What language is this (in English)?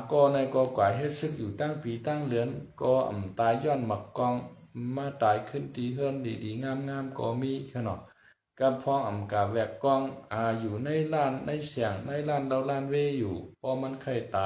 Shan